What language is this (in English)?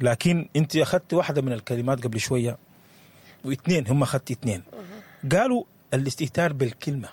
Sudanese Arabic